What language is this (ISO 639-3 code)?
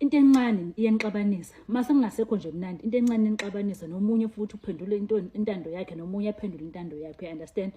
zul